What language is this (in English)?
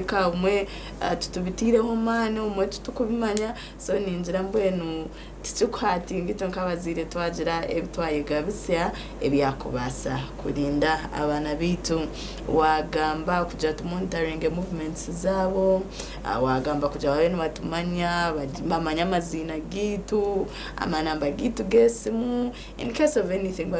Nyankole